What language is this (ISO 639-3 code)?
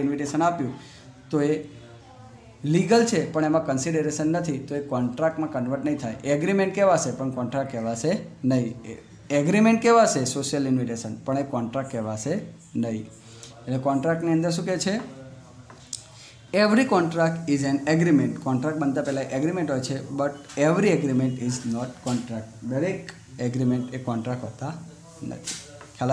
guj